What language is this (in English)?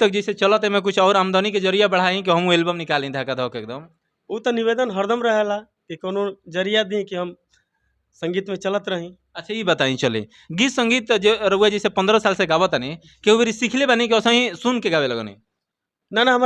Bhojpuri